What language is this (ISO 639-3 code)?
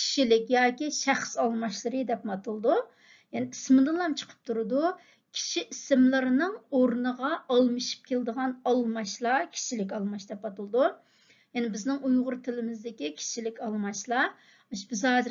uig